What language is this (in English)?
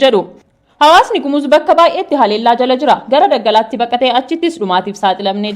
Oromo